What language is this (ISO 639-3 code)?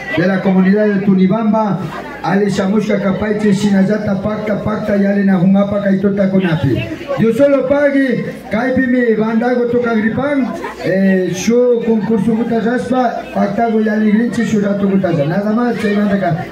qvi